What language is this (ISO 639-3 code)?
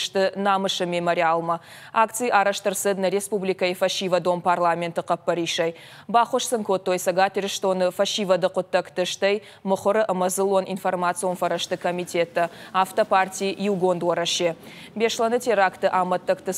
oss